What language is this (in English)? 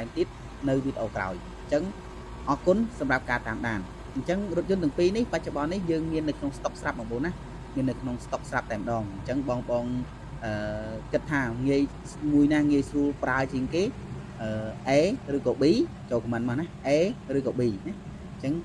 Khmer